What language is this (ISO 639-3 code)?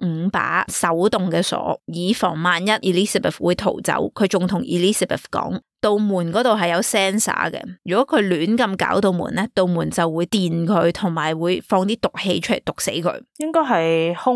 yue